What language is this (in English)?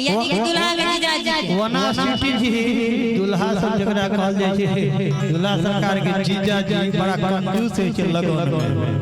Maithili